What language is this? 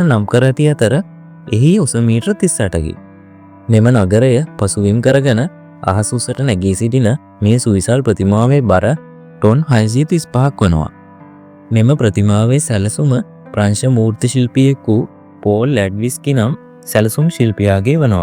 Sinhala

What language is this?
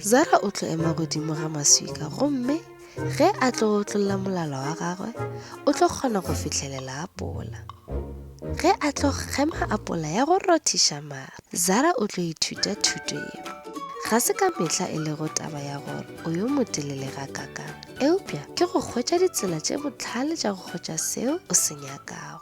Northern Sotho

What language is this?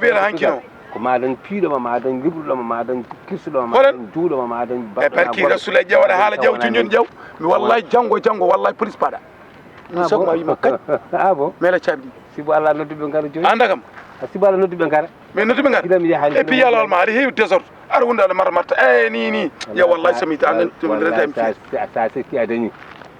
Fula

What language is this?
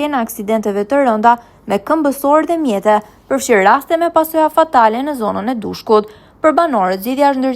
Albanian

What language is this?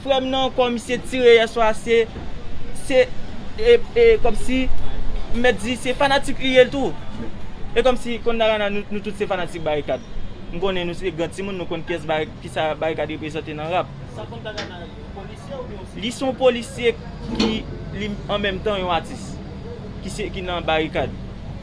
Haitian Creole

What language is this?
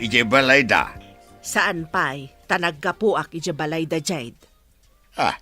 Iloko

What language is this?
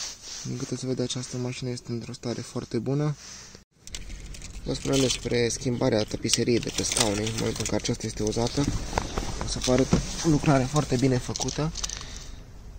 Romanian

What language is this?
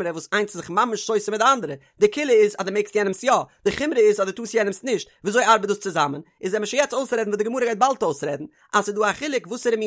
Yiddish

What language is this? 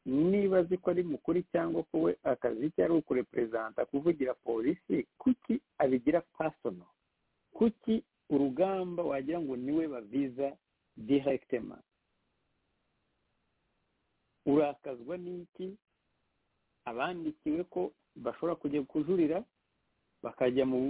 Kinyarwanda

